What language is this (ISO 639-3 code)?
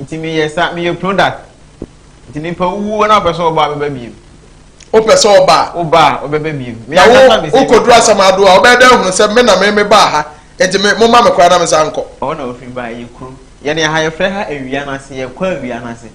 aka